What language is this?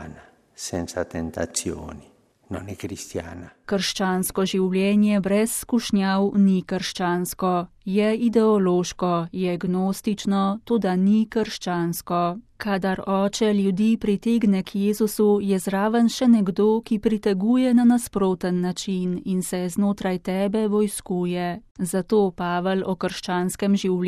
Slovenian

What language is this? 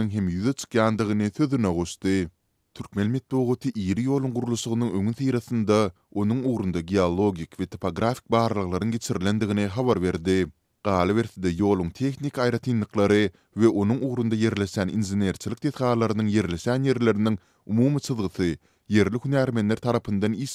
Turkmen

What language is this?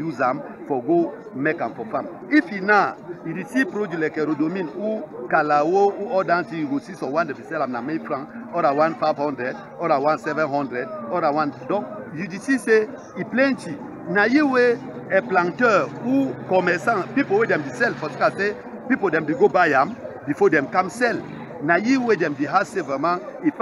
Cameroon Pidgin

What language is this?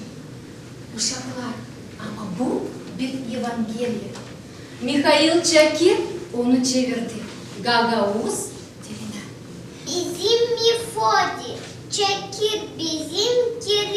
Gagauz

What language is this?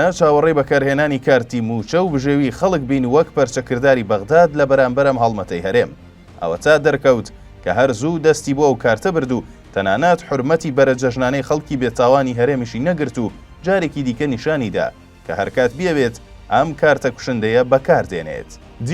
Central Kurdish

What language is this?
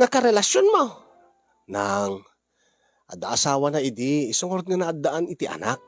Iloko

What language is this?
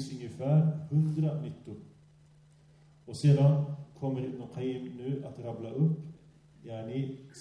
Swedish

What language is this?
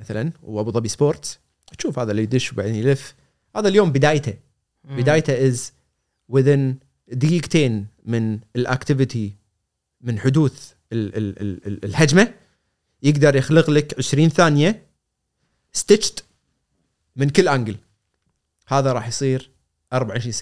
Gulf Arabic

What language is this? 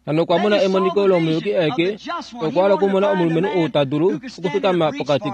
Kuanyama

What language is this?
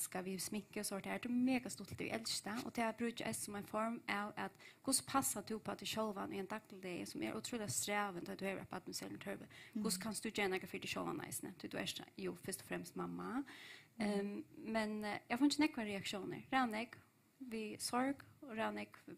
Faroese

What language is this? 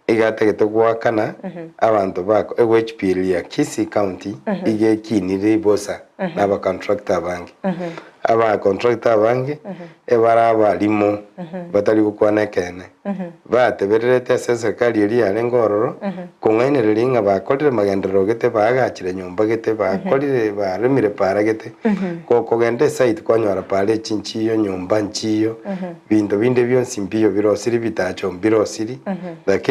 Gusii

